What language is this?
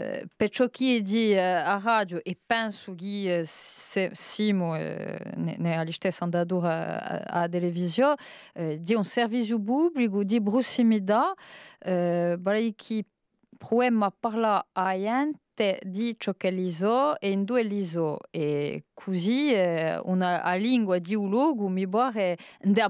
Corsican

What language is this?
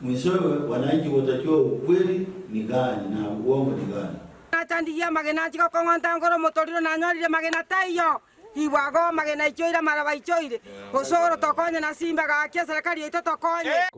Gusii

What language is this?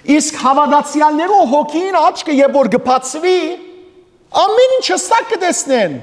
Western Armenian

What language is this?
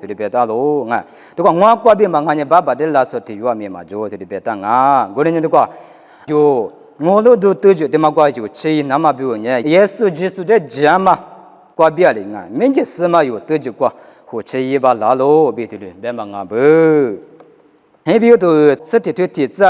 Lisu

